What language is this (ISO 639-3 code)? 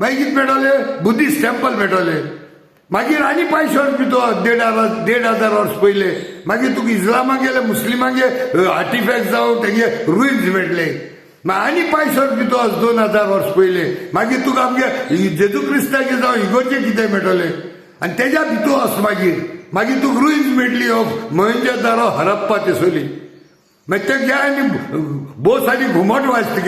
kok